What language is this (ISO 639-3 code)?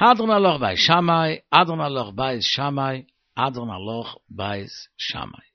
yid